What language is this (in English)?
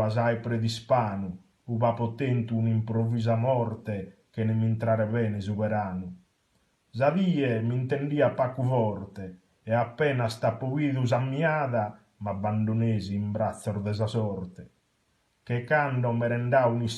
Sardinian